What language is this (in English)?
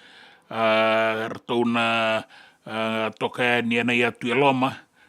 Fijian